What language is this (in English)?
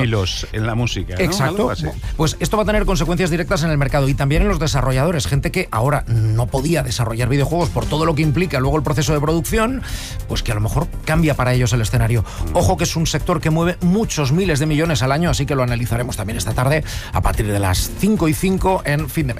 Spanish